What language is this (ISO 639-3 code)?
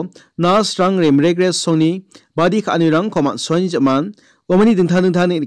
grt